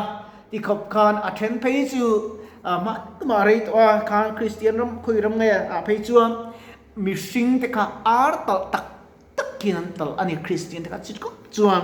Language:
Mizo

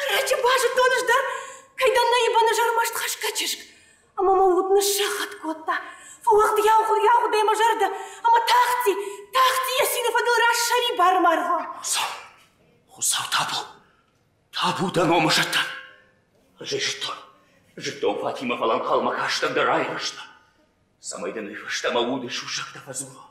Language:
Ossetic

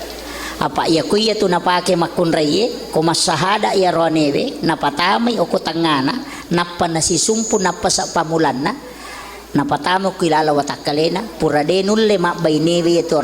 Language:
Buginese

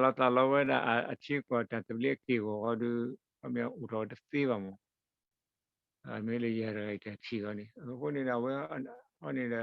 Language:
S'gaw Karen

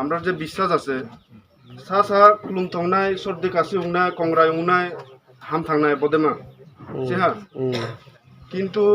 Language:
Riang (India)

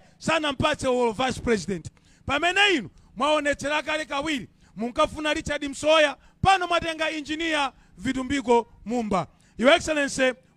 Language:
Nyanja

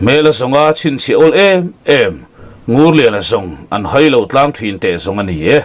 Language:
Mizo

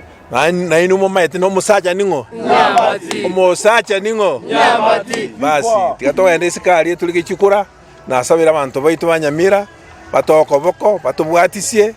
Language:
Gusii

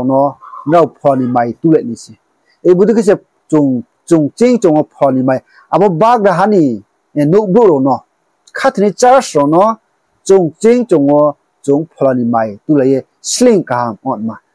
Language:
Riang (India)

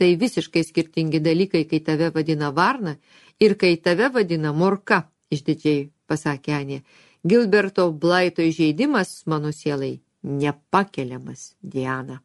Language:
Lithuanian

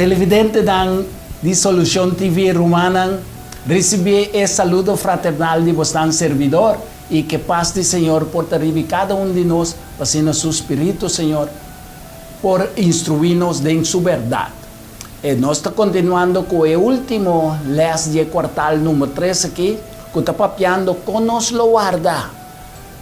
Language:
Papiamento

